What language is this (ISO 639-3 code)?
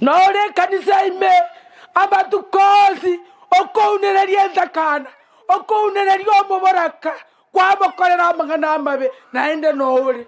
guz